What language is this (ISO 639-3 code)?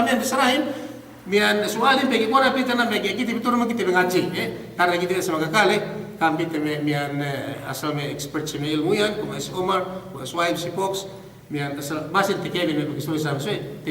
yka